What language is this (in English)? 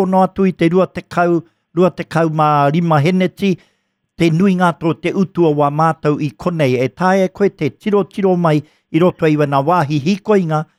Māori